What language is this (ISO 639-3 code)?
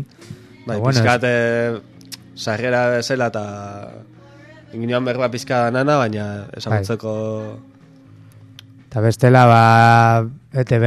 eus